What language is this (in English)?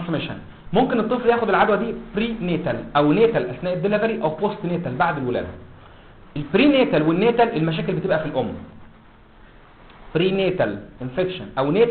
Egyptian Arabic